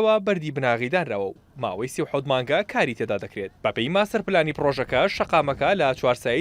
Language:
Central Kurdish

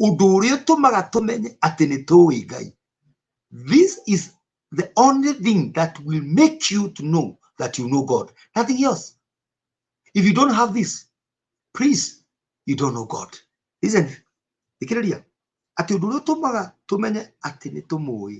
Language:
Kikuyu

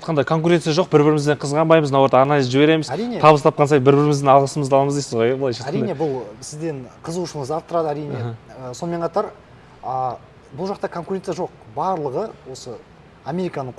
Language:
Kazakh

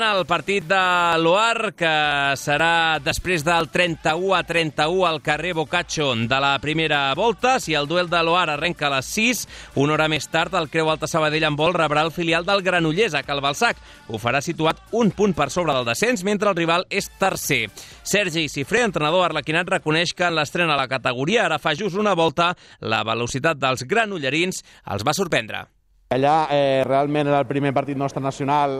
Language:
Catalan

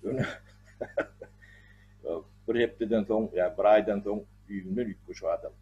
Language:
Turkmen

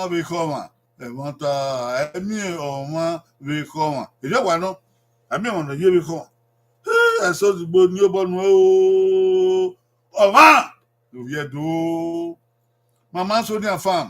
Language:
Bini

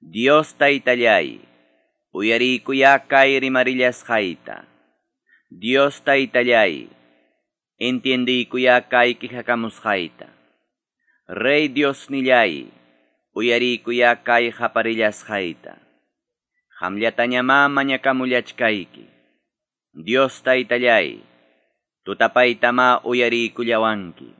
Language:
Quechua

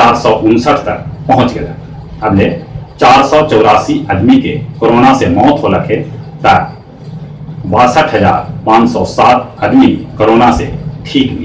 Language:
Magahi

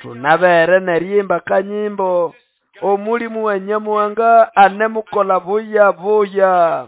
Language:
Nande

